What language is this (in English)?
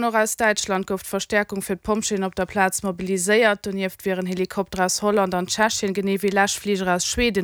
Luxembourgish